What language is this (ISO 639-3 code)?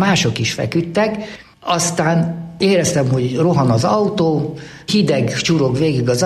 hun